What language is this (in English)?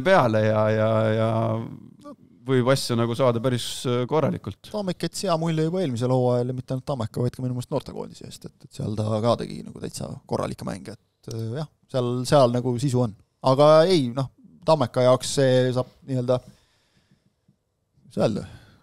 Estonian